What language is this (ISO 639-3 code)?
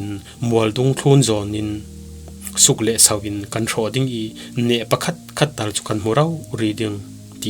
cfm